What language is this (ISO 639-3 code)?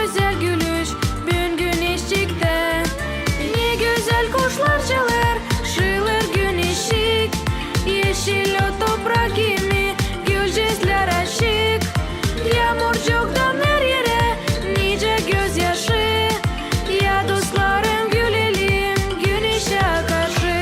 gag